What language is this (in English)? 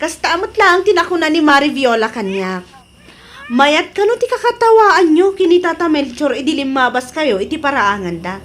Iloko